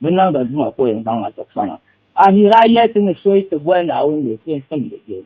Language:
Dagbani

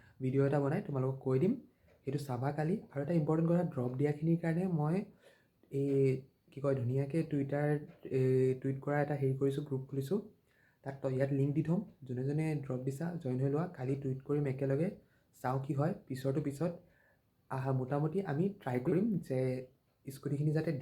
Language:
Assamese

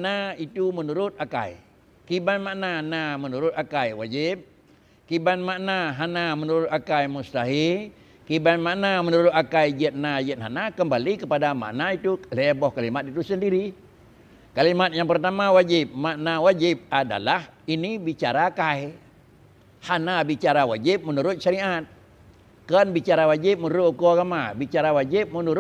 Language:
Achinese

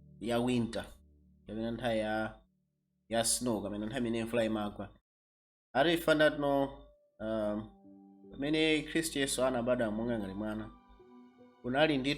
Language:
Nyanja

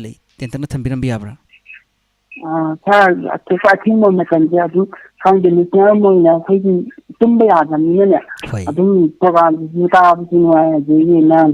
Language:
Manipuri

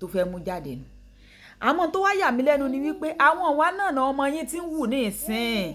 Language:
Yoruba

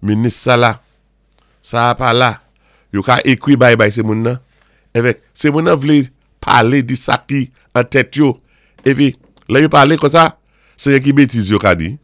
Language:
Saint Lucian Creole French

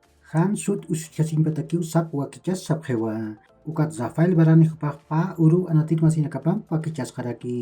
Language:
Aymara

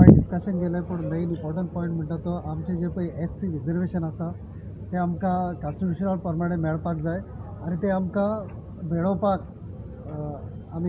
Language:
Konkani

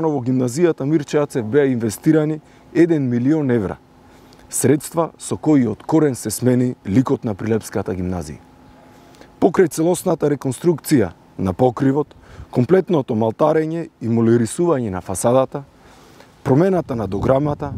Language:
Macedonian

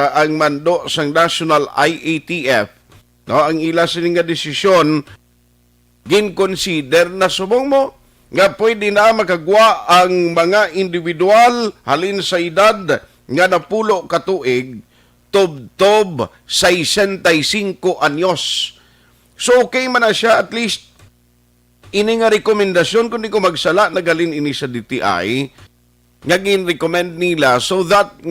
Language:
Hiligaynon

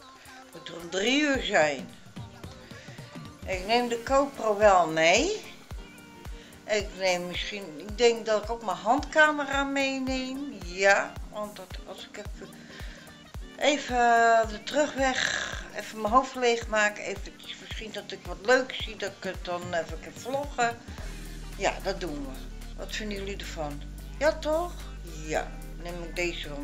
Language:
Dutch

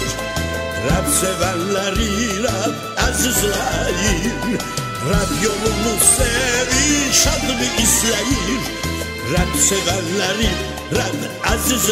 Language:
South Azerbaijani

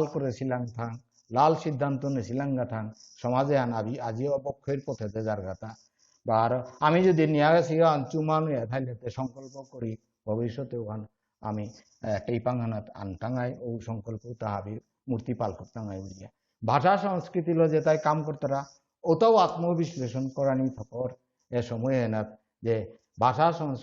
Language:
Bishnupriya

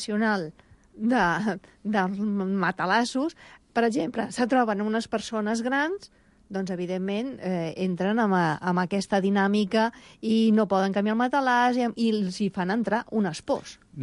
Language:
Catalan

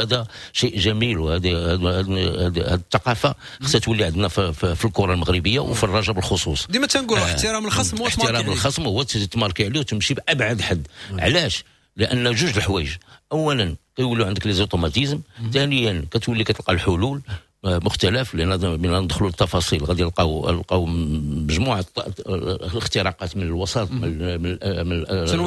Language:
Moroccan Arabic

